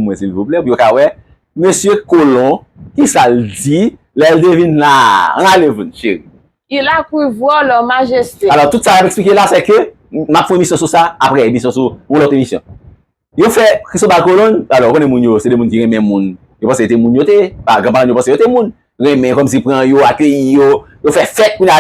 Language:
Haitian Creole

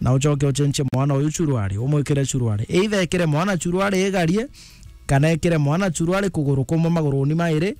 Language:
Meru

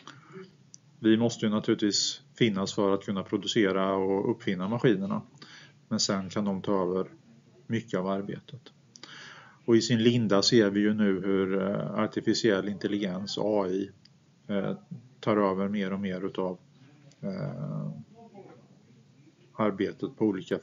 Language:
Swedish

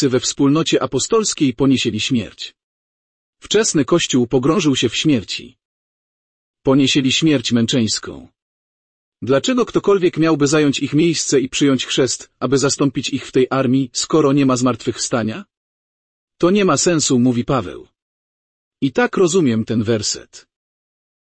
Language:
Polish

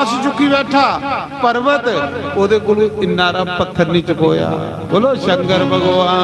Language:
Dogri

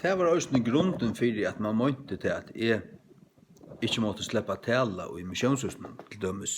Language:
Faroese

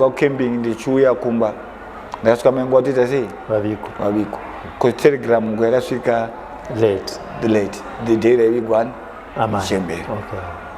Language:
Shona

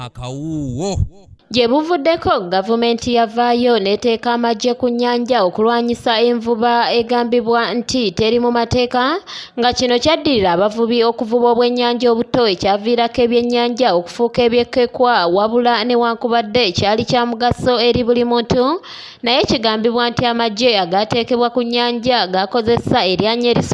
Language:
Ganda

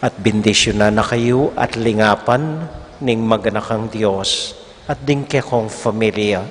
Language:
Pampanga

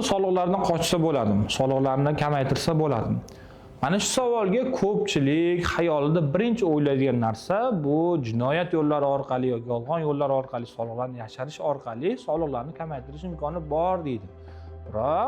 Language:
Uzbek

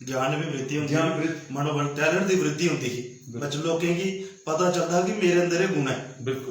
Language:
Dogri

